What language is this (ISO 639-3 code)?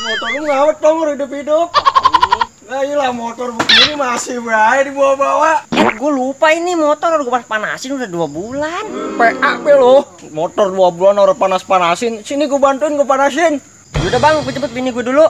bew